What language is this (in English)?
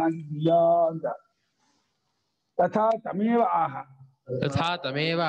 Kannada